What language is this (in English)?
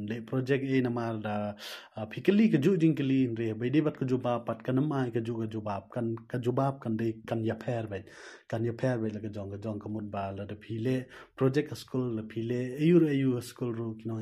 Khasi